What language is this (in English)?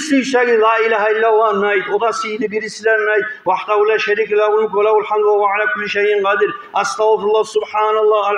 Kumyk